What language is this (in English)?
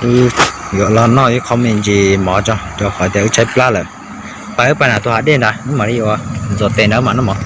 Hmong